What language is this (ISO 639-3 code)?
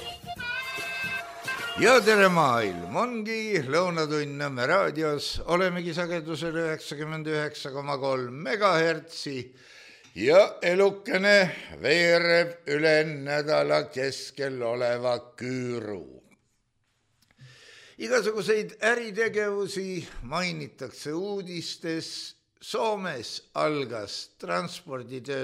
est